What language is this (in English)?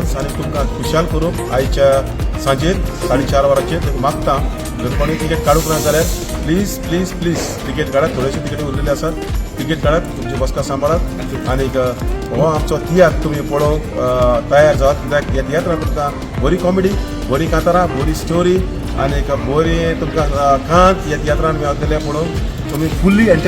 Konkani